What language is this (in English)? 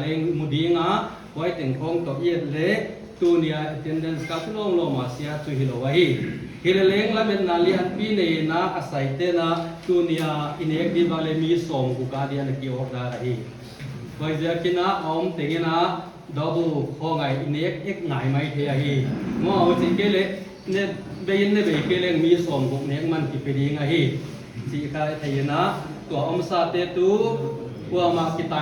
Paite Chin